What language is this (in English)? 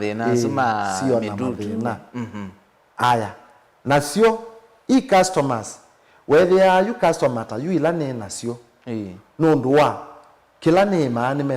Kamba